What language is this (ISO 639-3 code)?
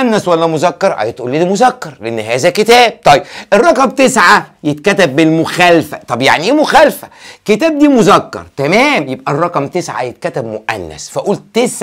arz